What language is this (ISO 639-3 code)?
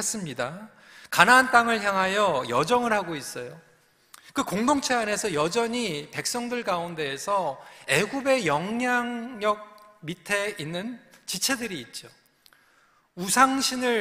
kor